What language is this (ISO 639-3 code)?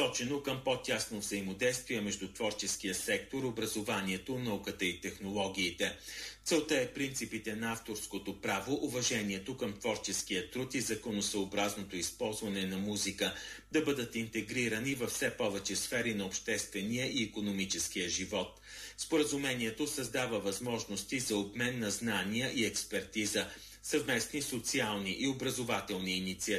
bul